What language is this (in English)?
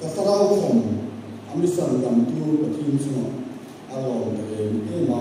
Hmar